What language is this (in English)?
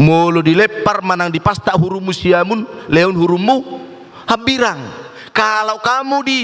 Batak Toba